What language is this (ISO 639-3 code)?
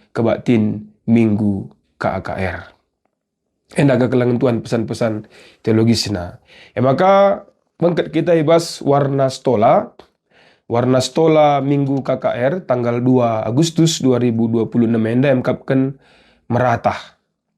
btx